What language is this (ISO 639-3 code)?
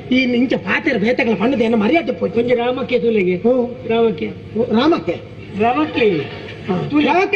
tcy